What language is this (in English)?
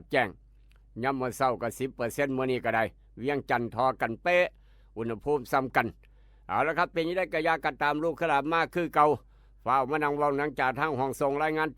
Northeastern Thai